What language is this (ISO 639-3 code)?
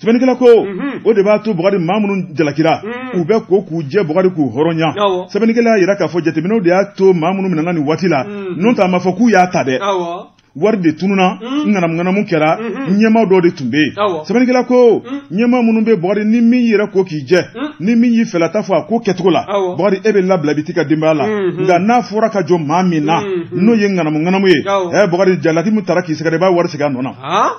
bam